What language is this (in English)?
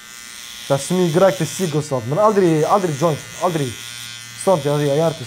Swedish